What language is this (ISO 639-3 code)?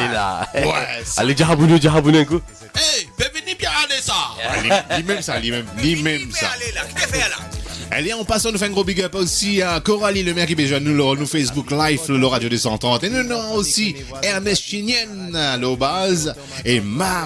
mfe